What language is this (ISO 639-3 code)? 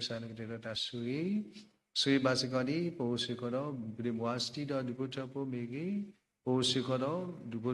ksw